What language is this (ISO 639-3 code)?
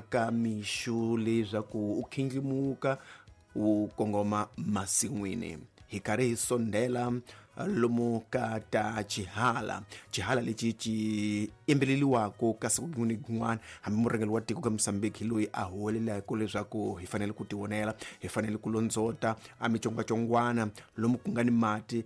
tso